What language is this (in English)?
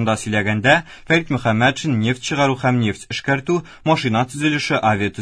Tatar